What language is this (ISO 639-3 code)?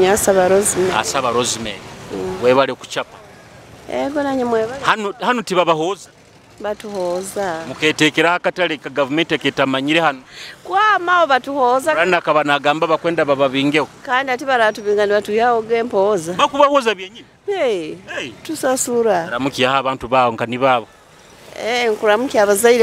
nyo